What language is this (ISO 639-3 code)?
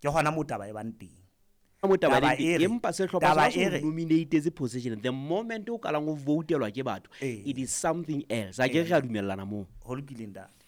sot